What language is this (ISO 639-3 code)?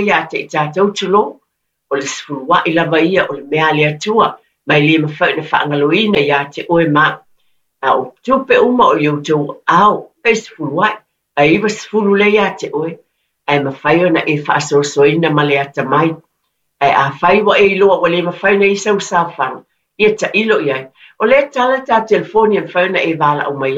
smo